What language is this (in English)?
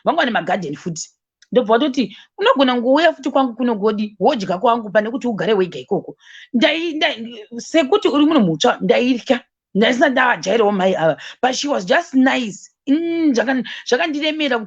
Shona